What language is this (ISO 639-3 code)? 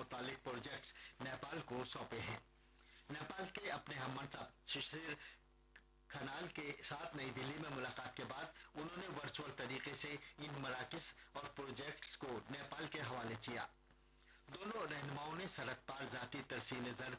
urd